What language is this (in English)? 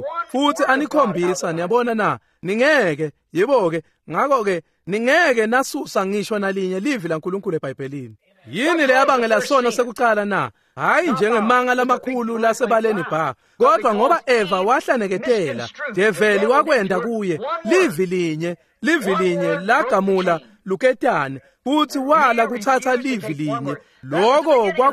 Swati